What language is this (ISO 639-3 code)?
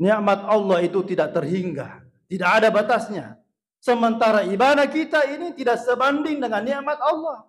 bug